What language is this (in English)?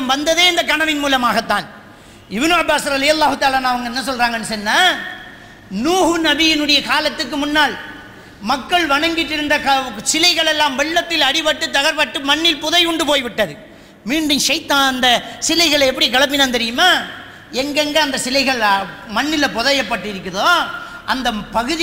Tamil